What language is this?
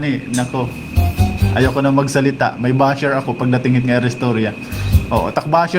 Waray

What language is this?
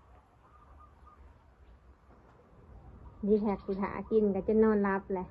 Northeastern Thai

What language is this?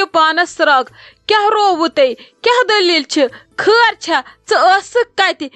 Kashmiri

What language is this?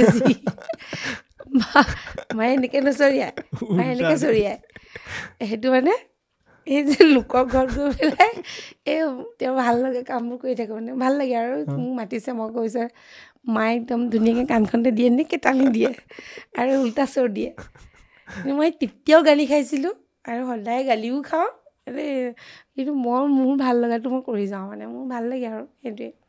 Assamese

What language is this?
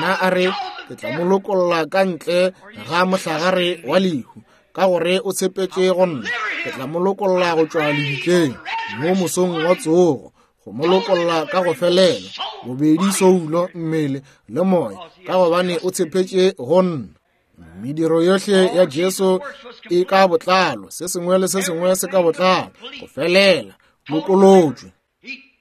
Northern Sotho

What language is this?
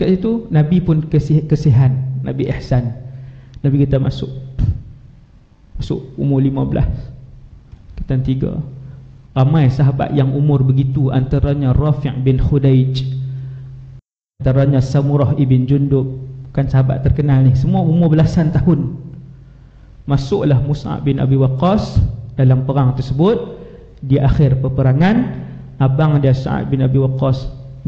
Malay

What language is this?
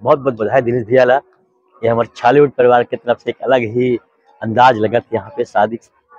Chhattisgarhi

